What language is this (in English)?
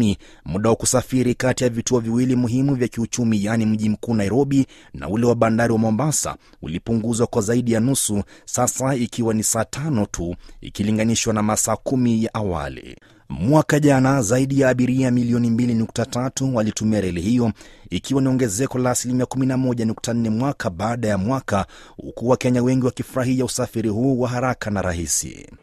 Swahili